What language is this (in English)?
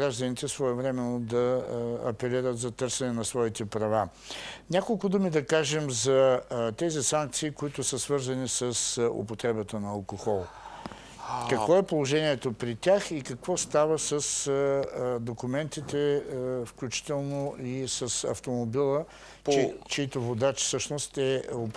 Bulgarian